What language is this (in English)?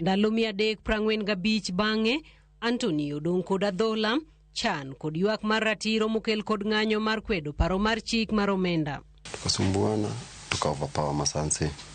Luo (Kenya and Tanzania)